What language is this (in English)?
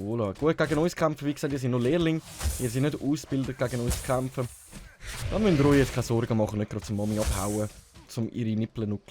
Swiss German